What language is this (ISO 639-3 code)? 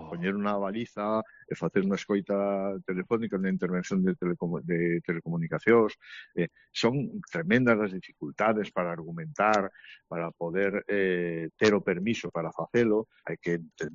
glg